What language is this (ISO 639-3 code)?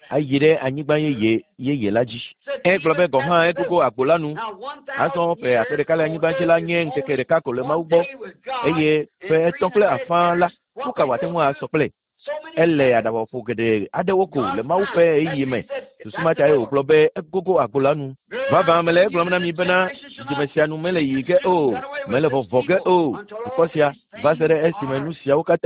ewe